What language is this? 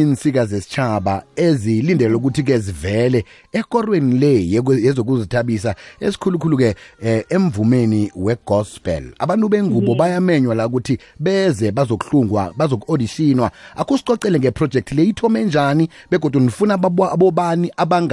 South Ndebele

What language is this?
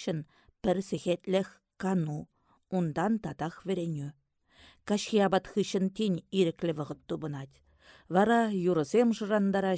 Chuvash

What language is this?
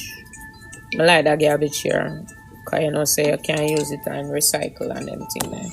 Jamaican Creole English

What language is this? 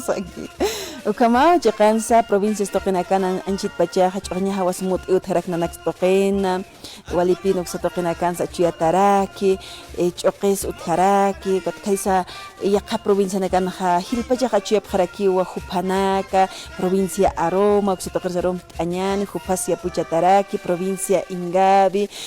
Aymara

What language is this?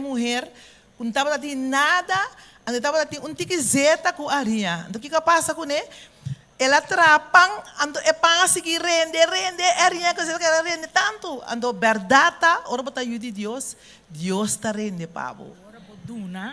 Papiamento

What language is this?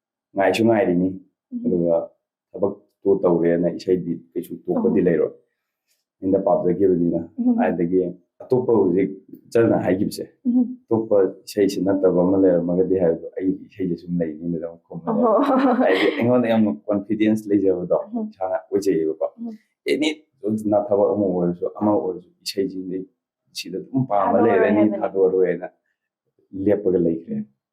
Manipuri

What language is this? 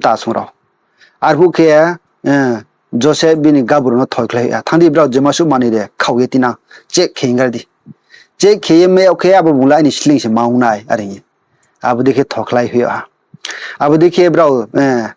Riang (India)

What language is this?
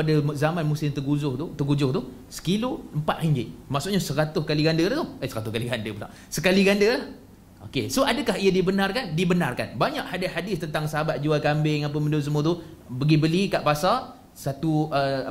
Malay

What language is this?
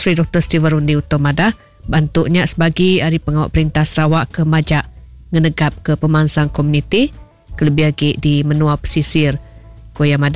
Iban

